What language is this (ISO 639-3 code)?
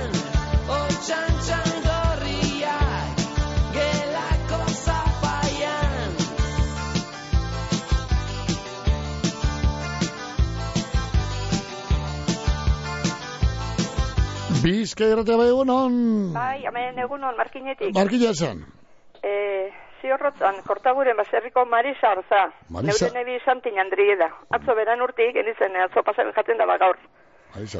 eus